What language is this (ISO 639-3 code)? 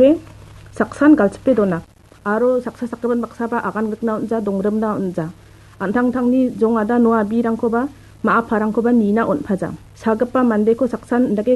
grt